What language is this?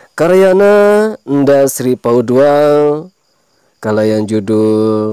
Sundanese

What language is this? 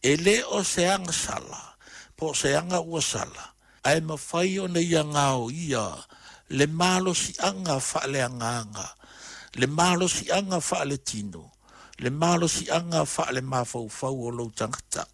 Samoan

